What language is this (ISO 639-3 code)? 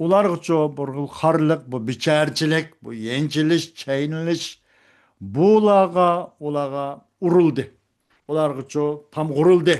uig